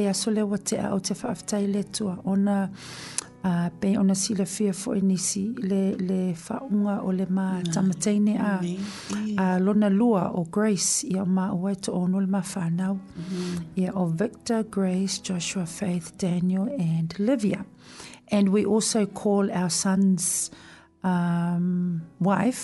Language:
Samoan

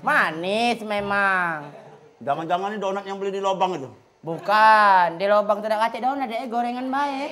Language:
Musi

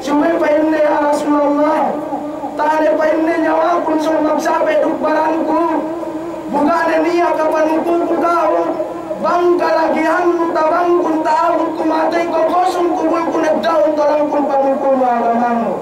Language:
Yakan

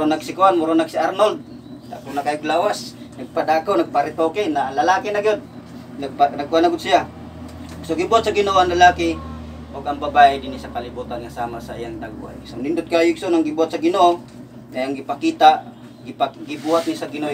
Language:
Cebuano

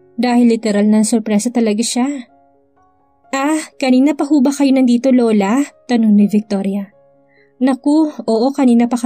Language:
Filipino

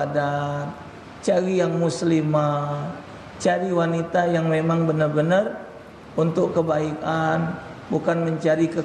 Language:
Musi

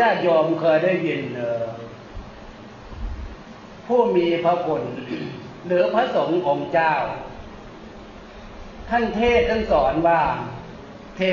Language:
Thai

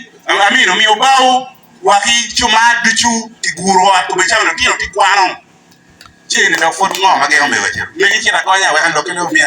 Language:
Acoli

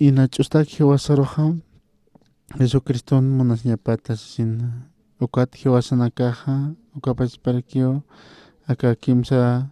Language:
Aymara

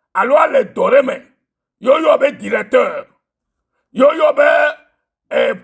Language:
Ewe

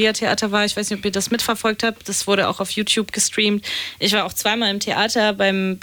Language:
German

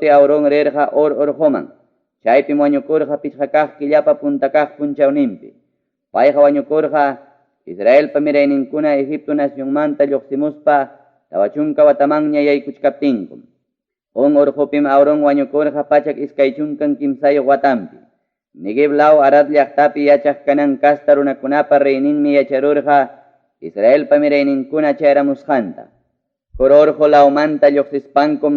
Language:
Ayacucho Quechua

